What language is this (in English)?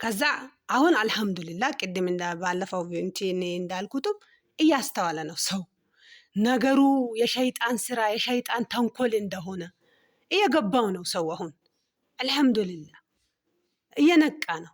Amharic